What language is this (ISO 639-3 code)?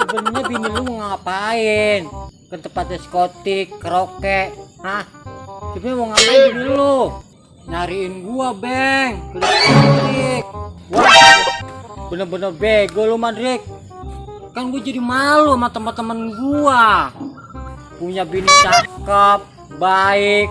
bew